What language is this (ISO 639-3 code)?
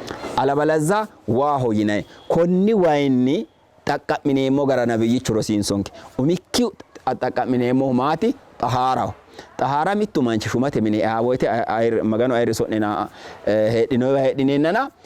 sid